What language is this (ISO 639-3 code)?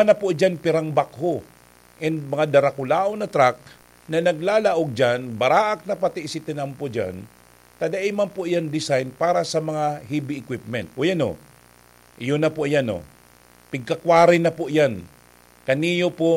bik